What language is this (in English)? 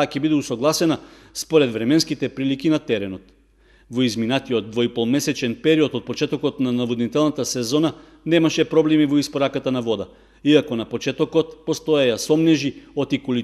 Macedonian